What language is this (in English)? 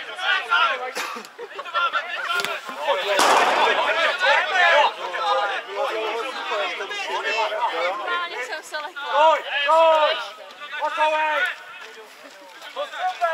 Czech